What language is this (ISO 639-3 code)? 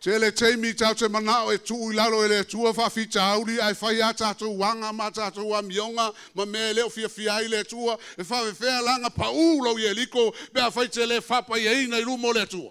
smo